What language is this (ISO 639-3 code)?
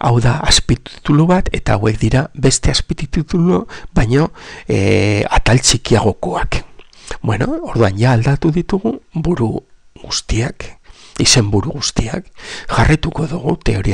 eus